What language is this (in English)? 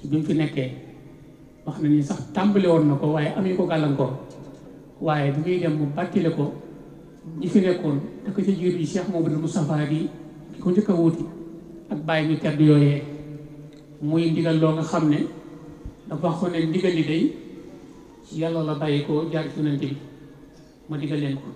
Wolof